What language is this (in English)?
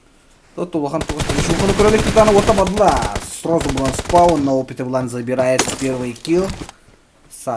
Yakut